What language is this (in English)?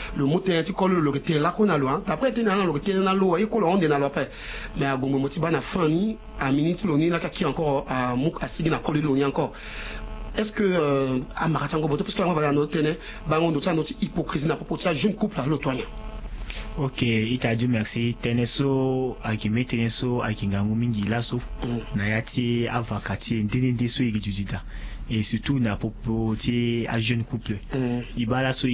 Sango